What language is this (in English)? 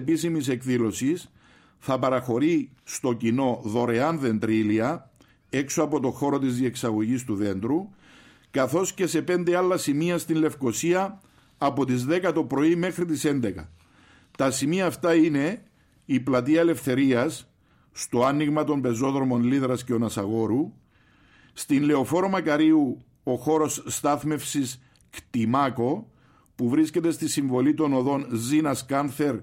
Greek